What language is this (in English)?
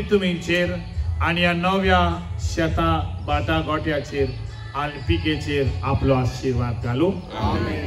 Konkani